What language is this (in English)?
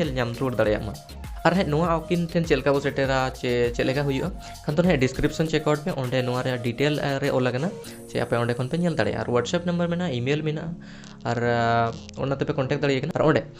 Santali